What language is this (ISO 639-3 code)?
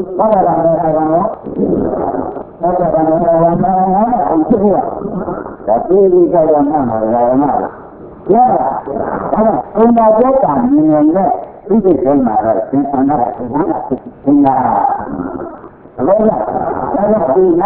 mya